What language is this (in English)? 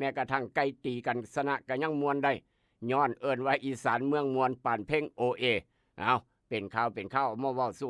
Northeastern Thai